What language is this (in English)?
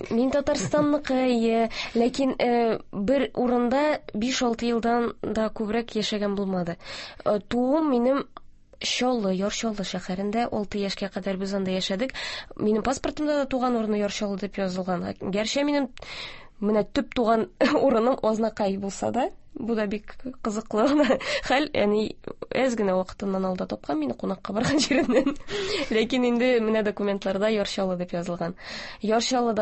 Tatar